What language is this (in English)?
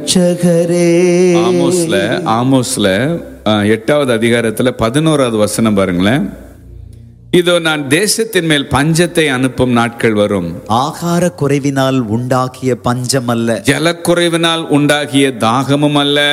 Tamil